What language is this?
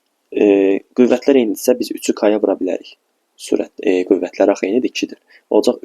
Azerbaijani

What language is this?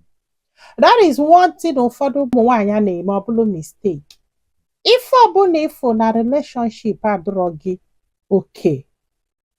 Igbo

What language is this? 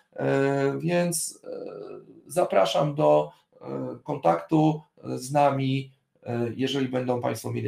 Polish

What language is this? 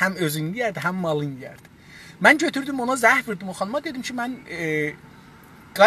South Azerbaijani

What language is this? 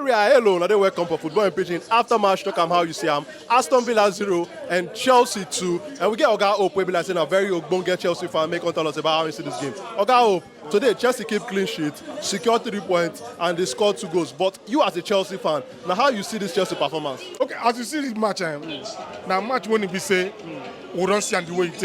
Nigerian Pidgin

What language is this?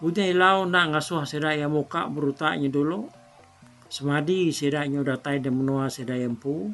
Iban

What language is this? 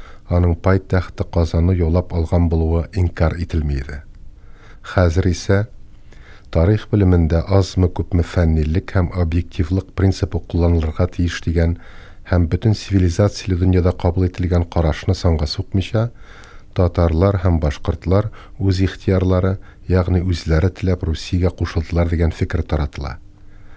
Tatar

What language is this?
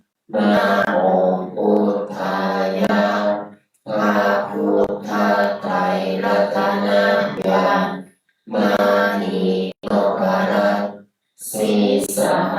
Pali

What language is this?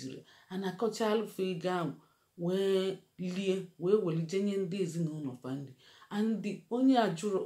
Igbo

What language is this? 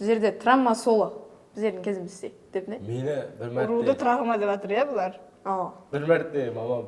Kara-Kalpak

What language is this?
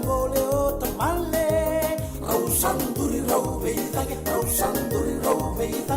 Fijian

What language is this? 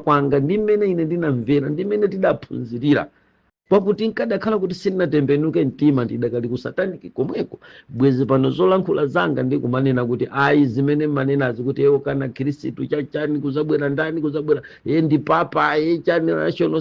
Nyanja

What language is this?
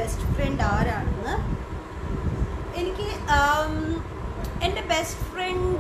Malayalam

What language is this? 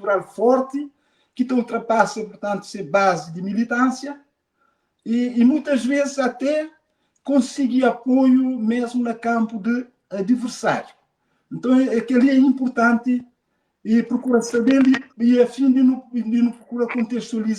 Kabuverdianu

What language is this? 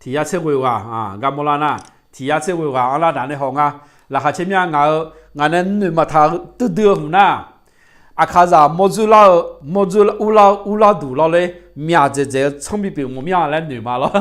Akha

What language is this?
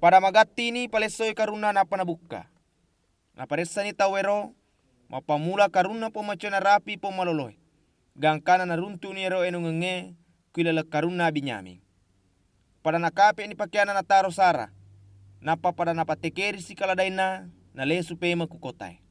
Buginese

